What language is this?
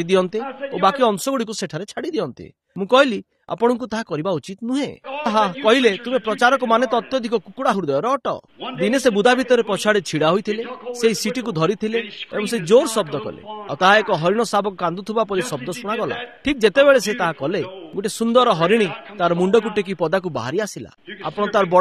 Odia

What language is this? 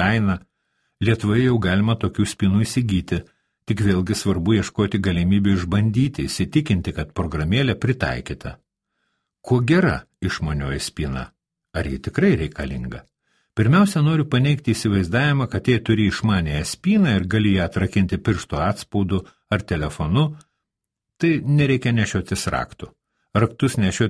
Lithuanian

